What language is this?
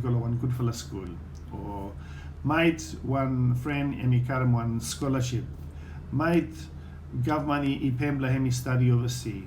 Bislama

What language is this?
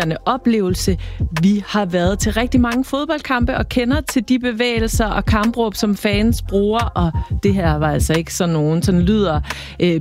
Danish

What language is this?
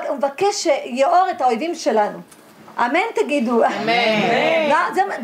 Hebrew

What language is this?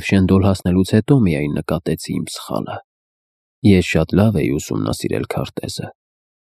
Armenian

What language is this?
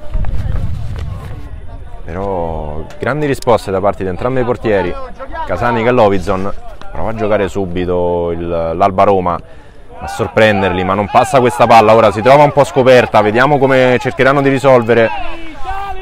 Italian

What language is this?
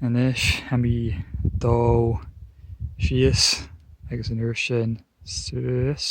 Scottish Gaelic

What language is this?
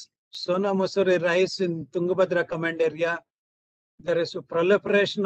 English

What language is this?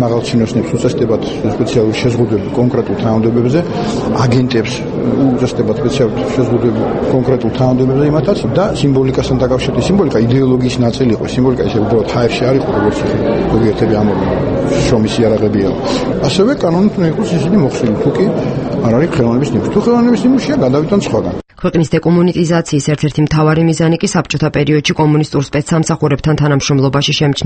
Georgian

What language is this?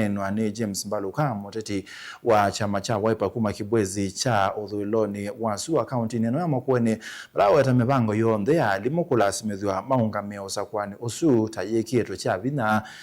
Kamba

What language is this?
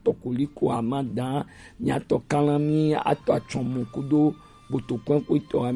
Gen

